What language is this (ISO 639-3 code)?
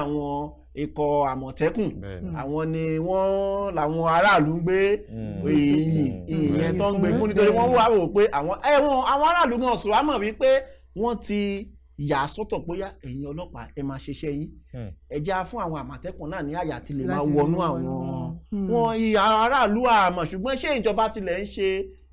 yor